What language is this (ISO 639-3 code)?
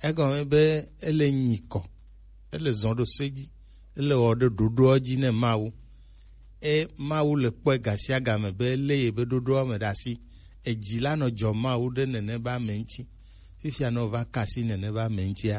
gej